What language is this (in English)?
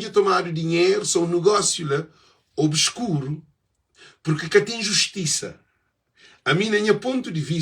Kabuverdianu